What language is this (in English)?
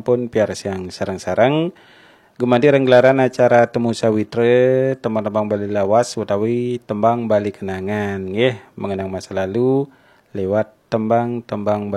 Balinese